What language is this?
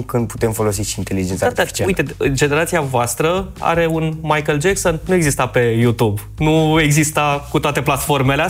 Romanian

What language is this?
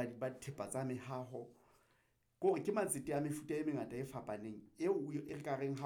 Southern Sotho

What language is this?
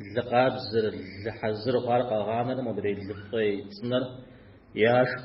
Kabardian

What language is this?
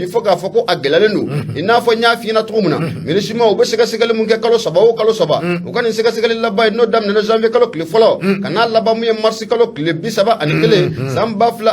Bambara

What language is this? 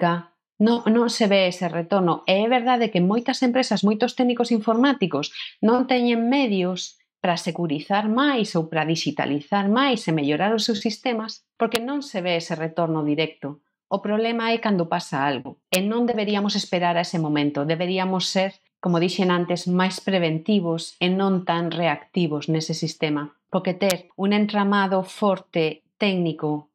Galician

